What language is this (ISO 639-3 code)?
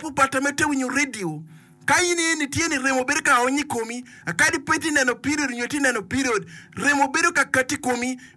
ach